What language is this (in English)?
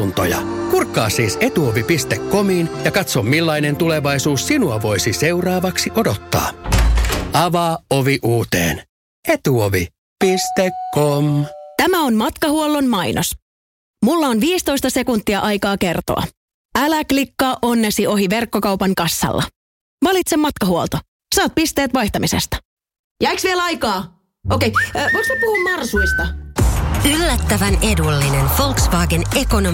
Finnish